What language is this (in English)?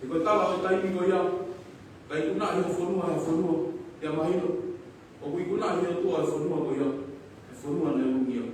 Tongan